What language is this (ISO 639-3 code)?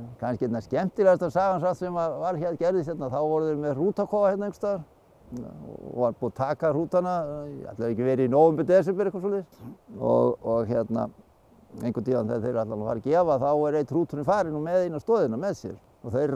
isl